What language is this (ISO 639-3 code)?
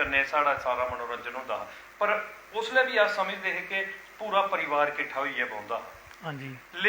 doi